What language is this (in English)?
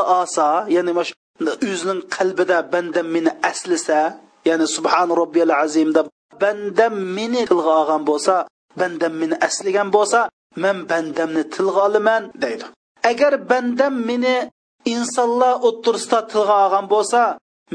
Uyghur